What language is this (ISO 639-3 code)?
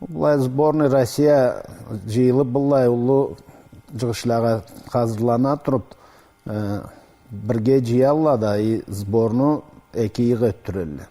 krc